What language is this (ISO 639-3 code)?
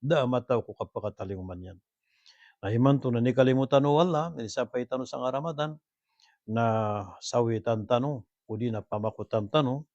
mrw